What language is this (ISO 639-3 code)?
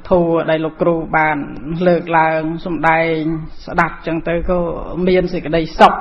khm